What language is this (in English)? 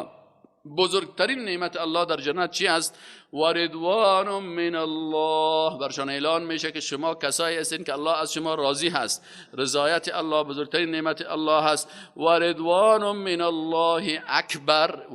Persian